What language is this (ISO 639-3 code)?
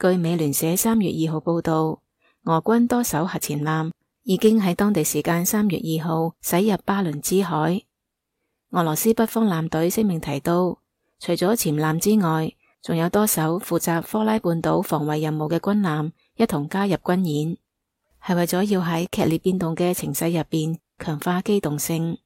yue